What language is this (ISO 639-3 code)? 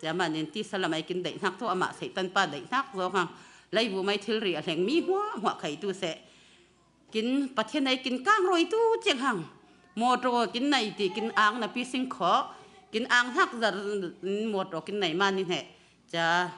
cfm